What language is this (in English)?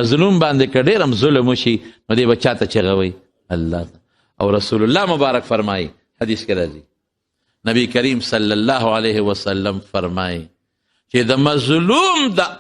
Pashto